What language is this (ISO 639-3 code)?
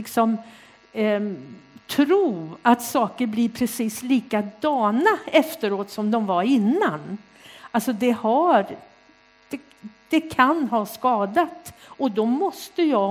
swe